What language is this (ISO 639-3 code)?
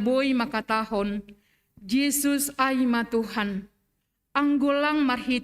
bts